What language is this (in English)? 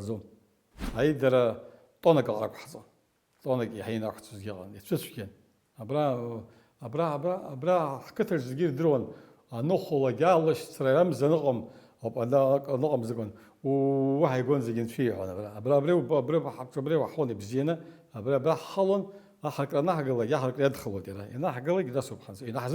Abkhazian